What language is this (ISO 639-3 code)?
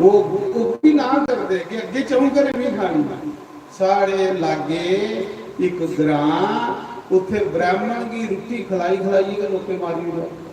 doi